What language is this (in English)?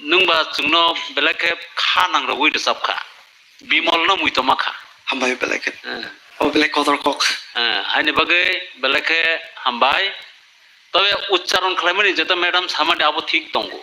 Kok Borok